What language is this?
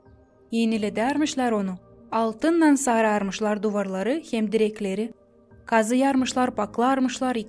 Gagauz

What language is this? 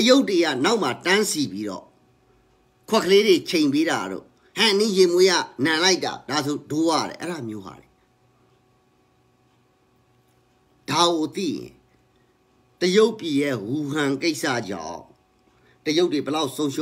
Burmese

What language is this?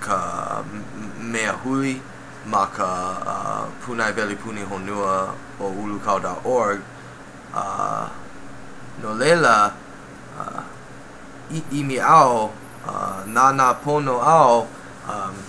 Hawaiian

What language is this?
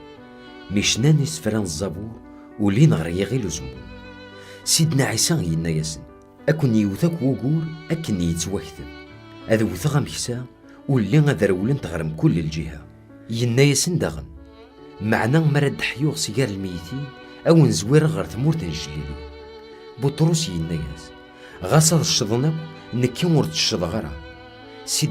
Kabyle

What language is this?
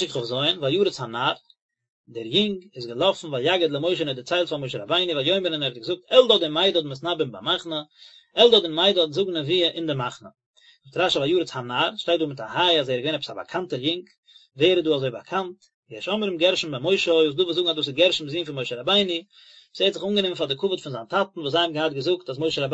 Yiddish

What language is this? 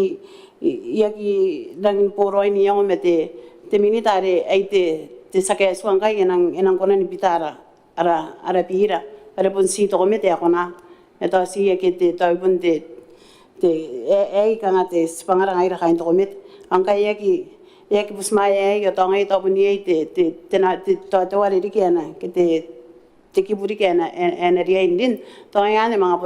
Gilbertese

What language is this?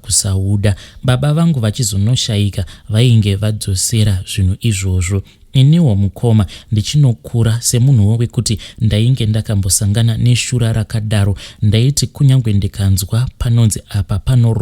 Shona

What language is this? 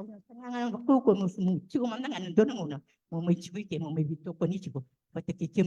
Fijian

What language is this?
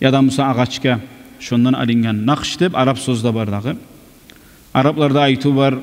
Kumyk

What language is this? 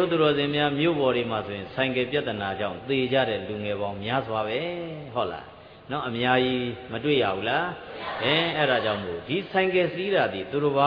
Burmese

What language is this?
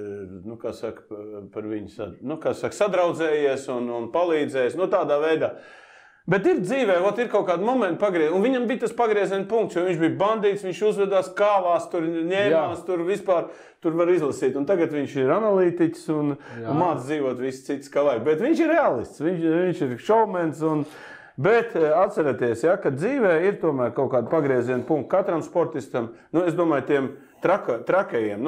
Latvian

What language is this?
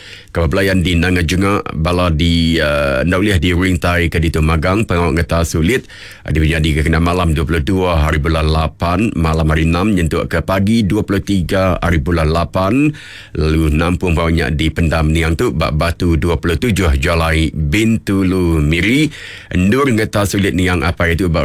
Iban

